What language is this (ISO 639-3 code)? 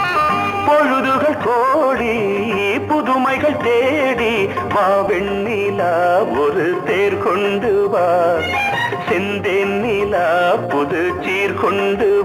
tam